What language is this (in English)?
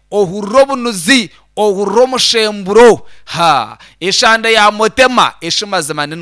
Nyankole